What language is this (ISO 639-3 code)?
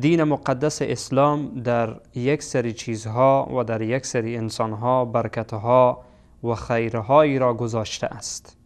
fas